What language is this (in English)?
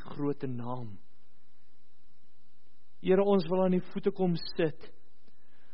Afrikaans